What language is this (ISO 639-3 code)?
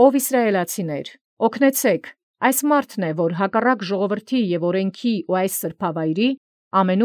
hye